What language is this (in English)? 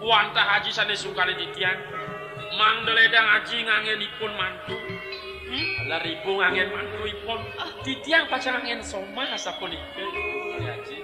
Balinese